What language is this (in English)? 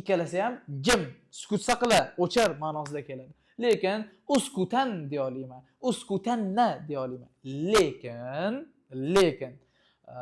Uzbek